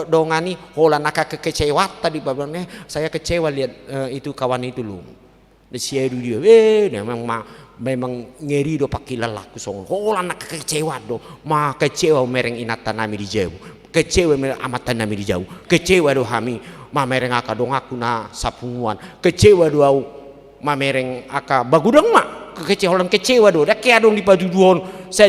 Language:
Batak Toba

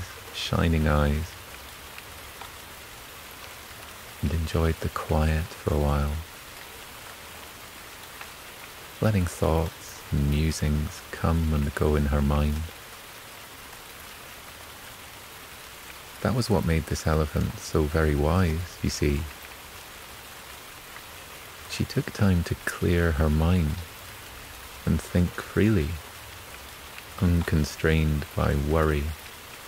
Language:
English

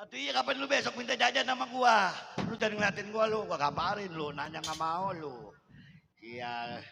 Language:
Betawi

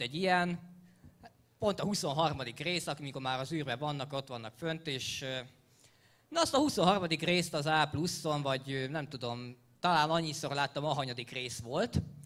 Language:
Hungarian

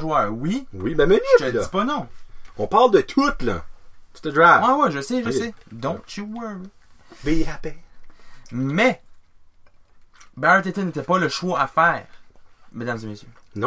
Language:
French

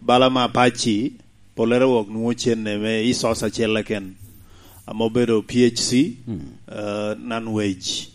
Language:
Lango (Uganda)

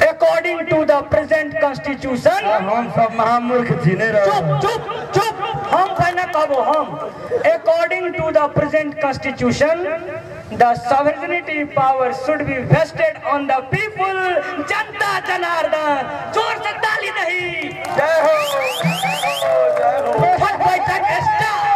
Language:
Maithili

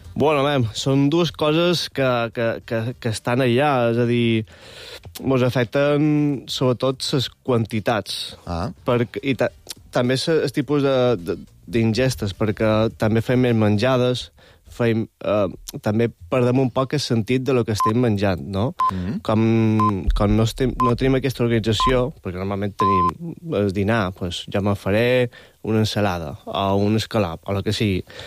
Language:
Catalan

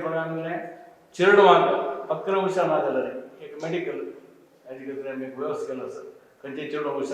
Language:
Konkani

